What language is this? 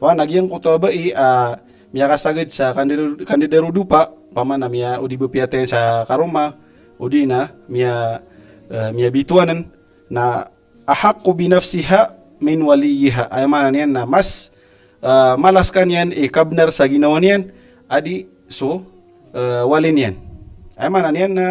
Maranao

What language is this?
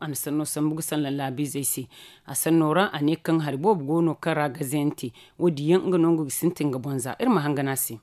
Zarma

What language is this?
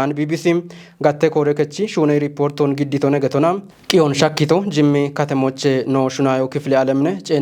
Kafa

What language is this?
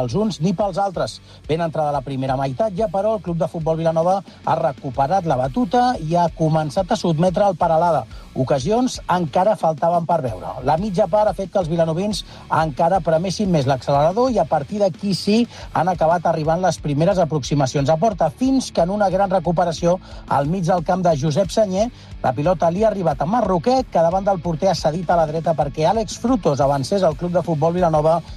Catalan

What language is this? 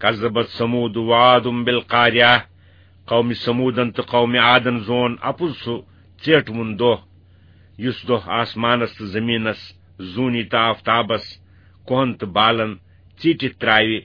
Kashmiri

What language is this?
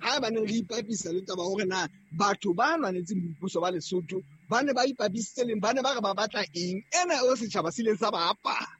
Southern Sotho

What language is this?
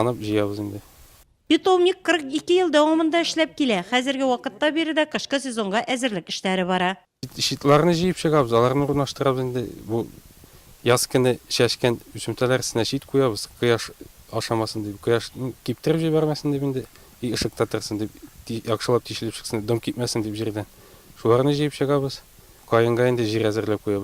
Tatar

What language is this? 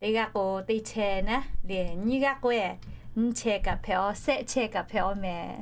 Lahu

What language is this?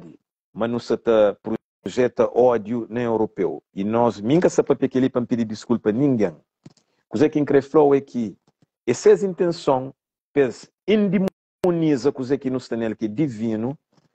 Kabuverdianu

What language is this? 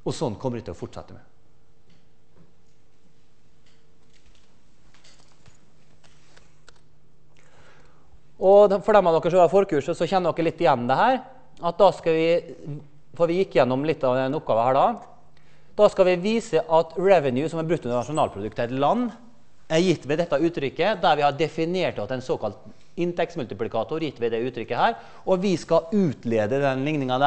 Norwegian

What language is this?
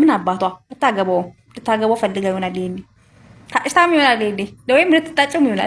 Amharic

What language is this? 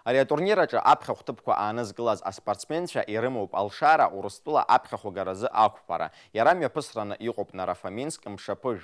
Abkhazian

